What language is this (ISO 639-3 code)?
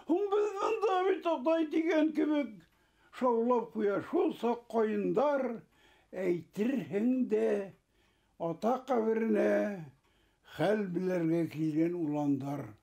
bak